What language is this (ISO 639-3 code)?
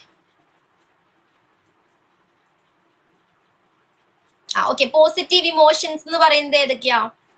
mal